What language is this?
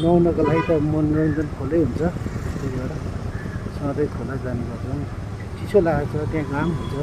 Nepali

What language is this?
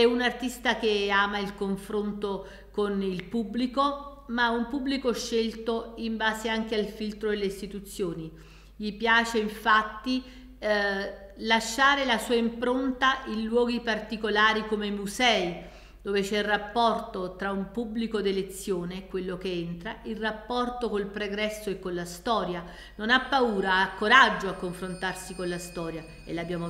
Italian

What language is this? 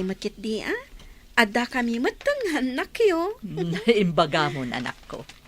Iloko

